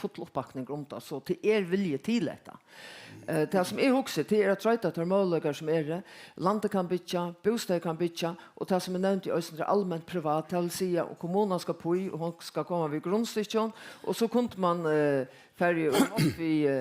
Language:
Faroese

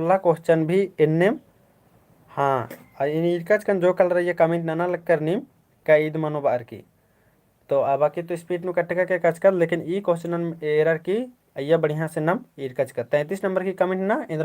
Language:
Kurukh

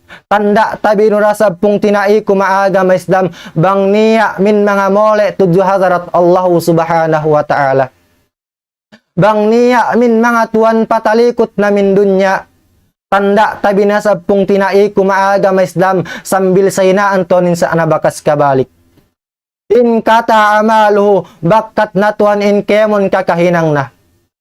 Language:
Tausug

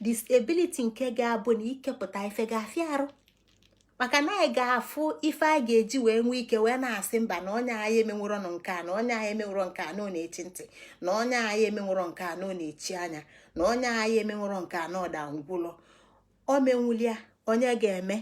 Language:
Igbo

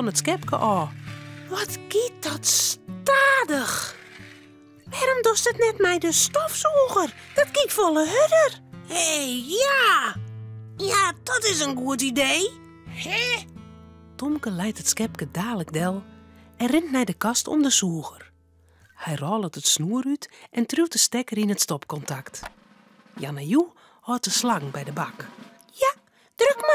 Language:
Western Frisian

